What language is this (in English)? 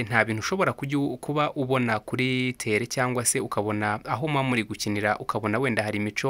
Kinyarwanda